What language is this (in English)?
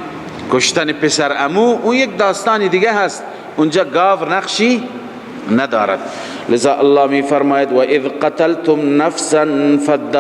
Persian